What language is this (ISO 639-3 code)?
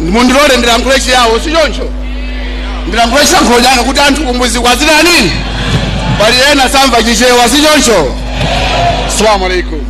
nya